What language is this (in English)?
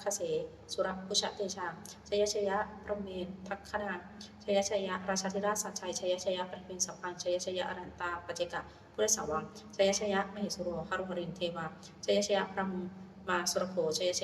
Pali